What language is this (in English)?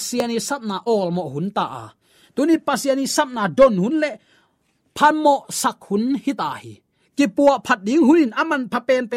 Tedim Chin